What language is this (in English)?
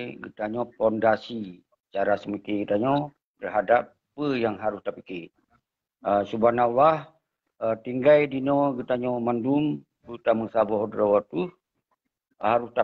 Achinese